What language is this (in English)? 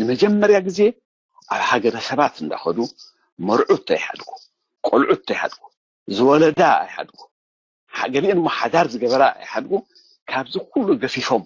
Tigrinya